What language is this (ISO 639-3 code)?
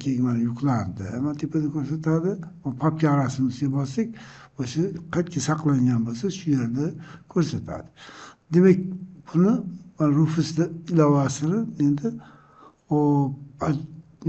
uzb